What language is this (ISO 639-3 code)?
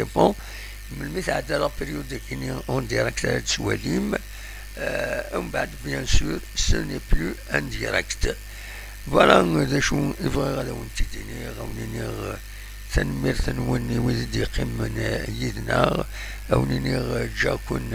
kab